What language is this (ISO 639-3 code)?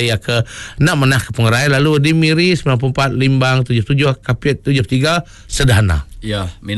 iba